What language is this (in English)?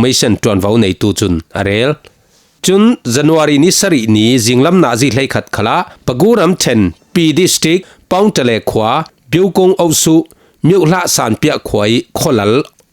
Falam Chin